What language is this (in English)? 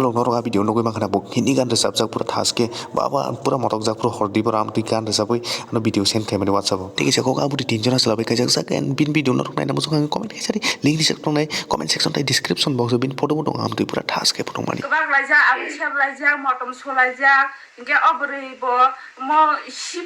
Kok Borok